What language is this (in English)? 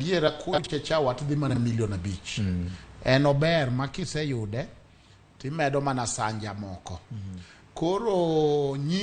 Luo (Kenya and Tanzania)